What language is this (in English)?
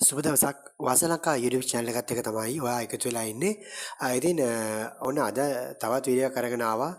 Sinhala